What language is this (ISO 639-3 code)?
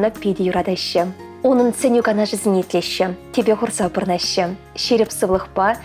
chv